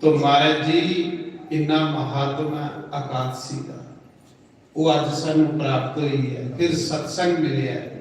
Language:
Dogri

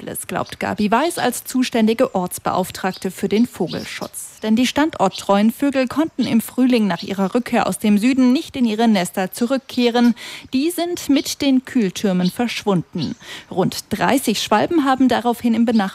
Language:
German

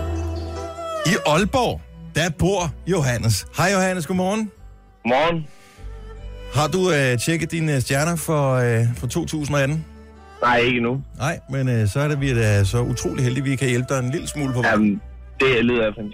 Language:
Danish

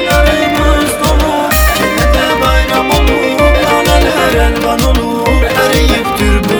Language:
Turkish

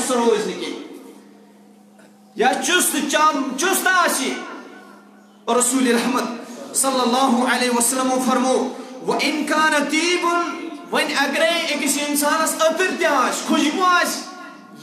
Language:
Kashmiri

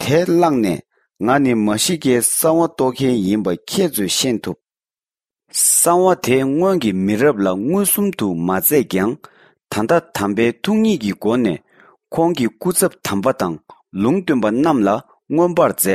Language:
Tibetan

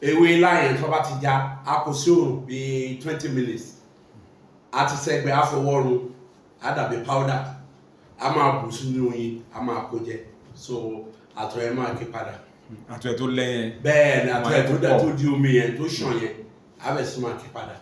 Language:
Yoruba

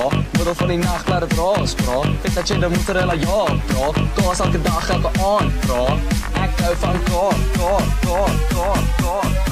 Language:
Afrikaans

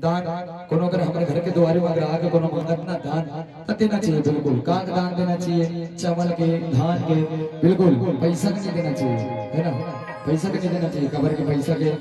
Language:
Chhattisgarhi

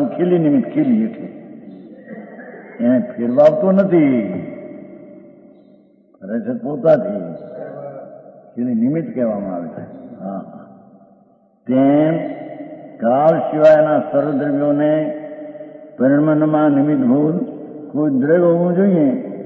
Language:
Gujarati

